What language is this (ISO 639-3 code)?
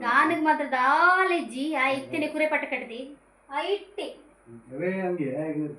tcy